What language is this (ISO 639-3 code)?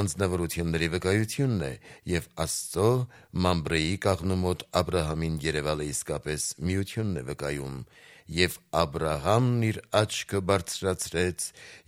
hye